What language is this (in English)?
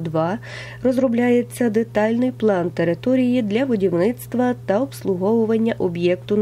Ukrainian